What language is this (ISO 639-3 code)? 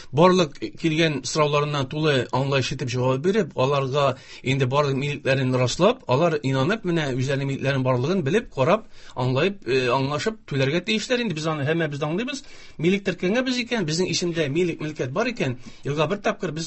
tat